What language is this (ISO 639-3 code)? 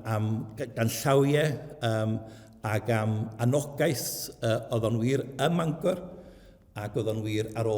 cym